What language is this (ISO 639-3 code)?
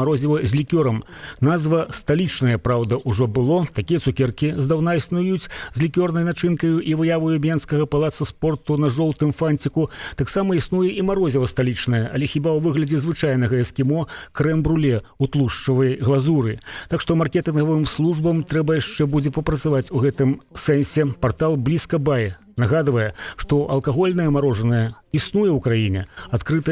bel